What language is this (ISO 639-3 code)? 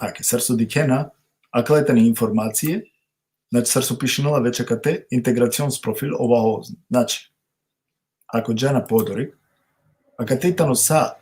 rmn